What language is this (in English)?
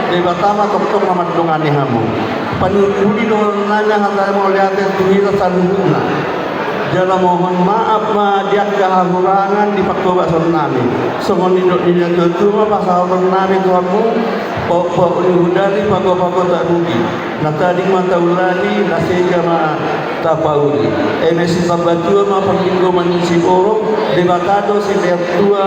Batak Toba